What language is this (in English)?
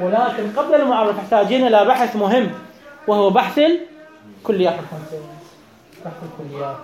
Mesopotamian Arabic